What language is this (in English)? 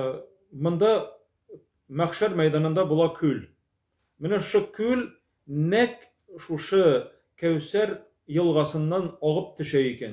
Tatar